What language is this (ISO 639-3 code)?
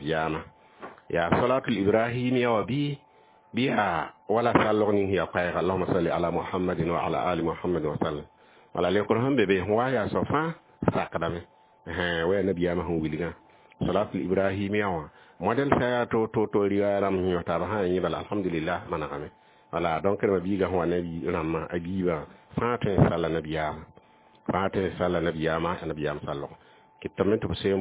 mos